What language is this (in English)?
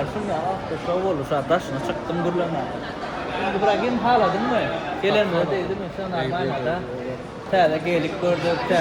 Turkmen